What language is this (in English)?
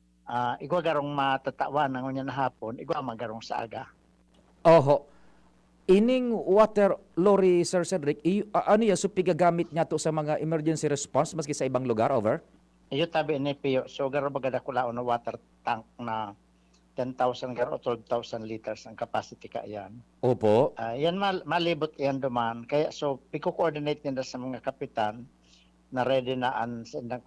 Bikol